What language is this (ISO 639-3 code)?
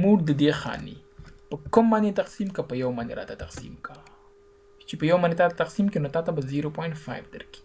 pus